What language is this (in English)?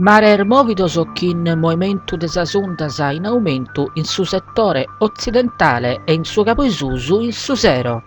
Sardinian